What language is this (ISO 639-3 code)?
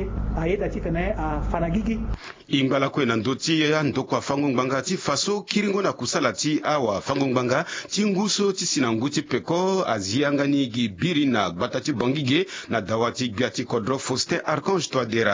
sag